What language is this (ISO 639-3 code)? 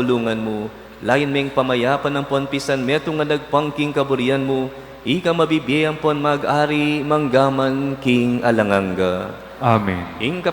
pam